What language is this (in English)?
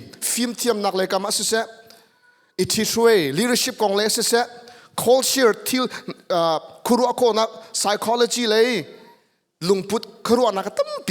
Hakha Chin